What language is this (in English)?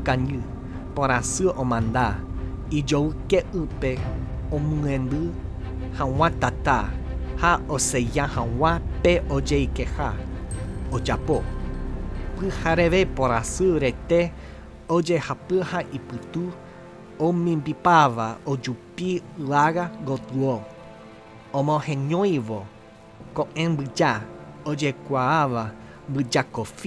Guarani